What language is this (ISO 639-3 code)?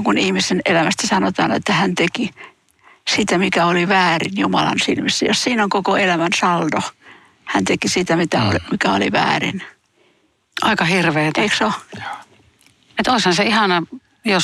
fin